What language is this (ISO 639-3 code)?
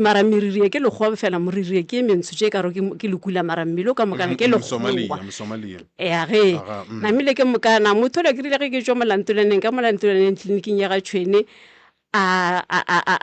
nso